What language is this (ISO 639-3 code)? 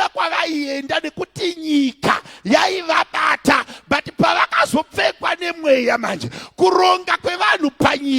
sna